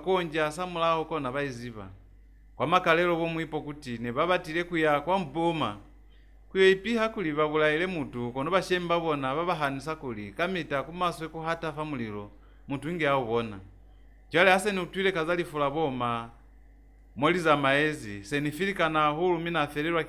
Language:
Lozi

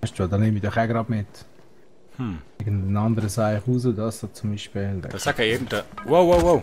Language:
Swiss German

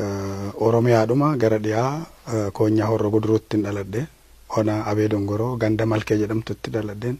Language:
Oromo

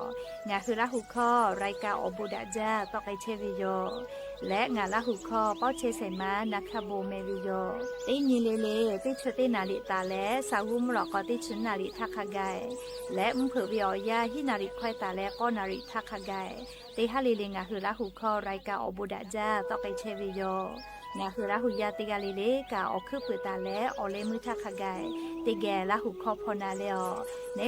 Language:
Lahu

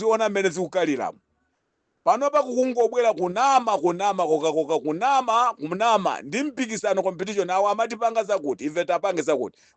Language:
Nyanja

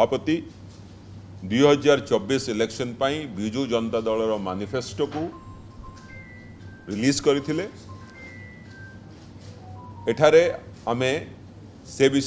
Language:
Odia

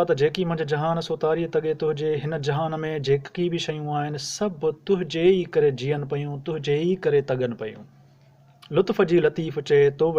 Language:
Sindhi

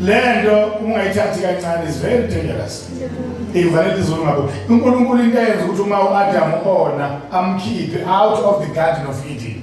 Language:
Zulu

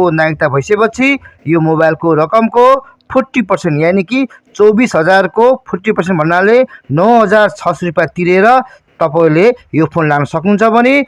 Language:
Nepali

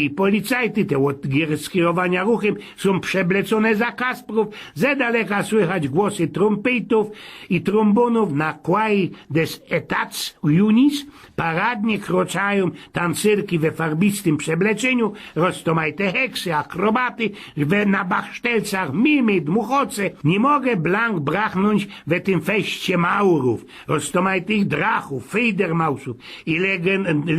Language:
Silesian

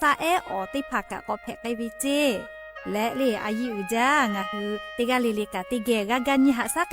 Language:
Lahu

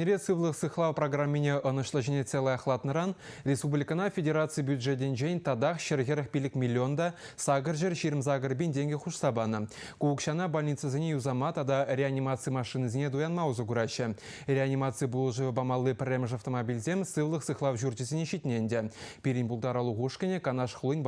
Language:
Chuvash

